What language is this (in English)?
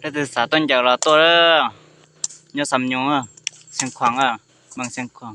Hmong